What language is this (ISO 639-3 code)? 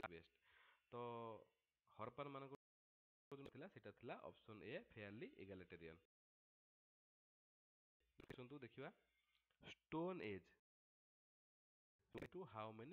ori